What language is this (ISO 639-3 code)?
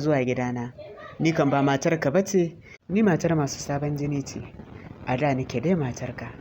hau